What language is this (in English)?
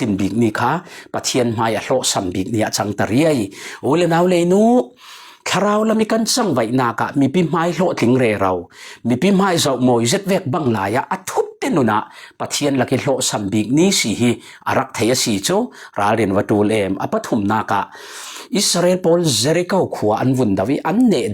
Falam Chin